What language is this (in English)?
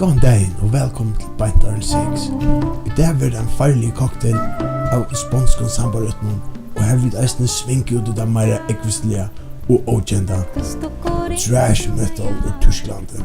Faroese